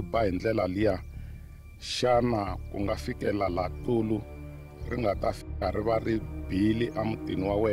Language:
Tsonga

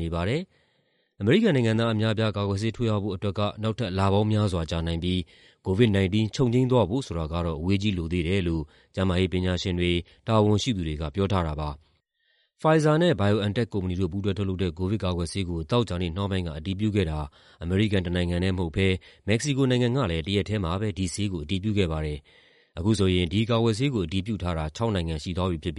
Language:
Burmese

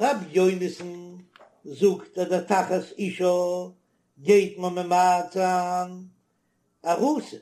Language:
Yiddish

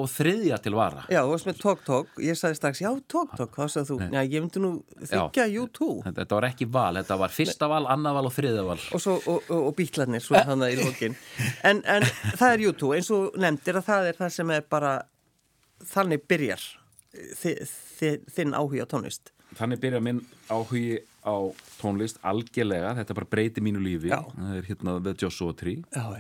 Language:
Icelandic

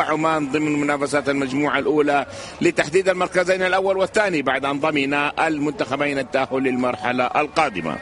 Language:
Arabic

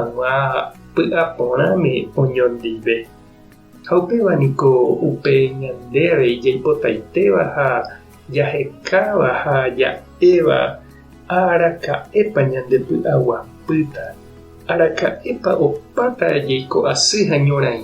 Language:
Guarani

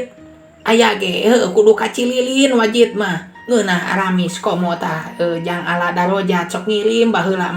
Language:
Sundanese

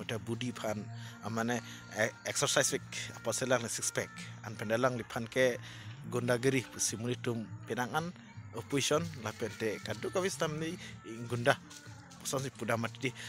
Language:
Karbi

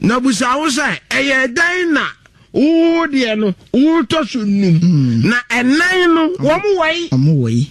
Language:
Akan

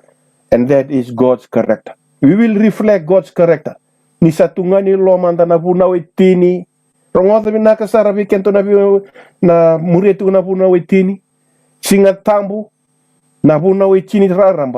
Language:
Fijian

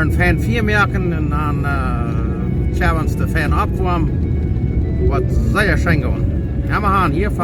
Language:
Plautdietsch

